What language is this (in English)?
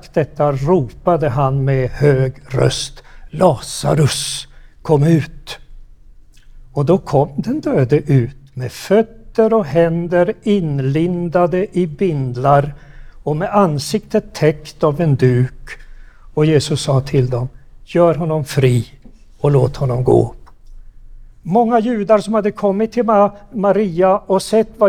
Swedish